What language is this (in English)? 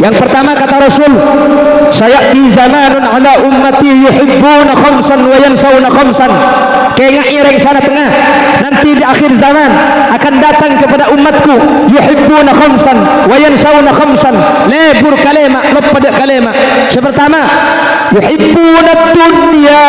Madurese